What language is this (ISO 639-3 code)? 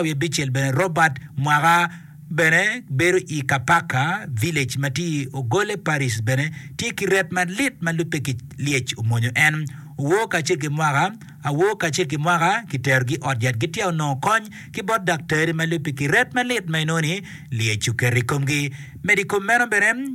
ach